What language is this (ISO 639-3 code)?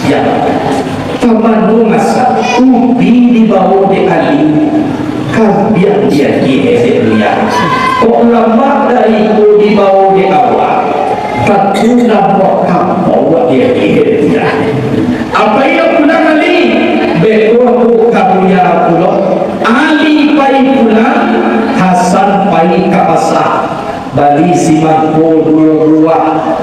min